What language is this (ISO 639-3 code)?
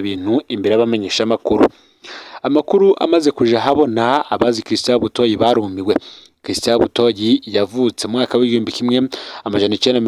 run